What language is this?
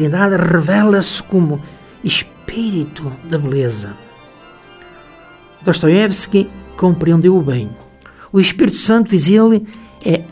Portuguese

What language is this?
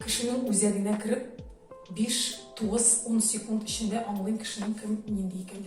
Tatar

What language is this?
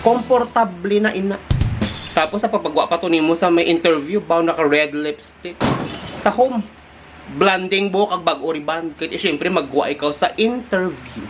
Hiligaynon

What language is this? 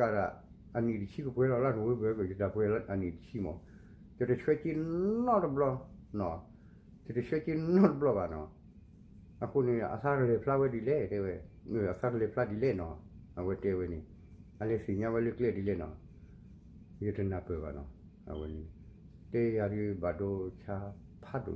S'gaw Karen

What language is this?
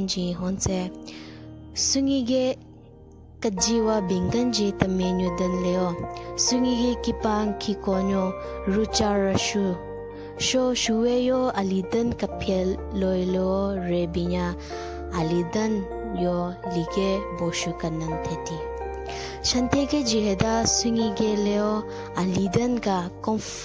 Southern Rengma Naga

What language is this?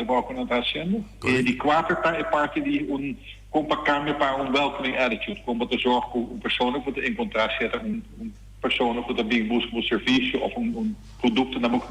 Papiamento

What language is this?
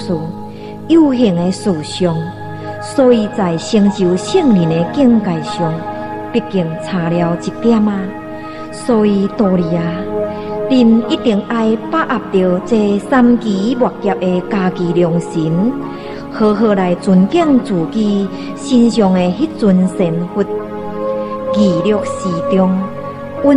Min Nan Chinese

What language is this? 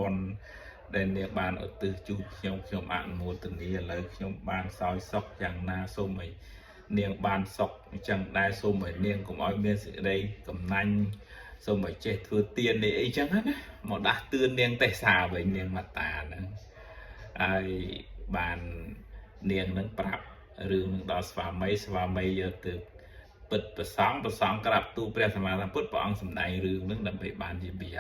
Khmer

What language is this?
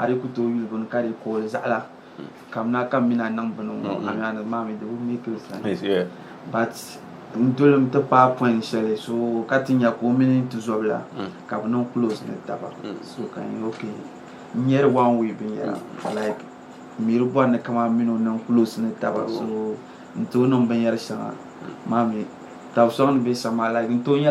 Dagbani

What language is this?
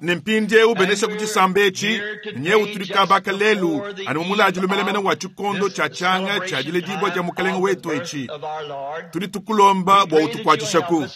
Luba-Lulua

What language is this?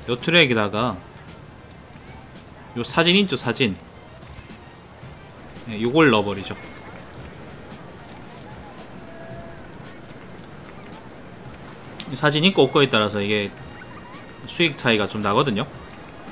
Korean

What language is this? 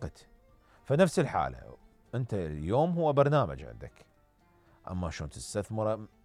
Mesopotamian Arabic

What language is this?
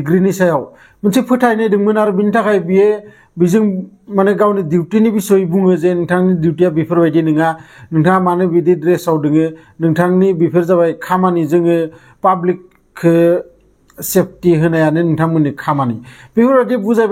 Bodo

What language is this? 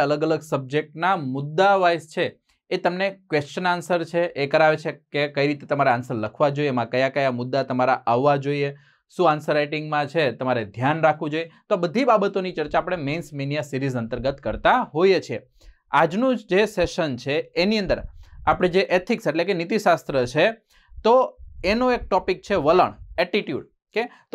Gujarati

